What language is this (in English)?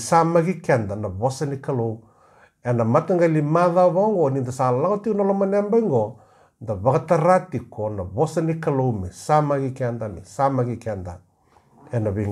Fijian